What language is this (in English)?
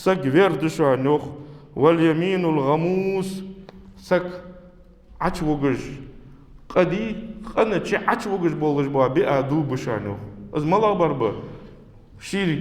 Ingush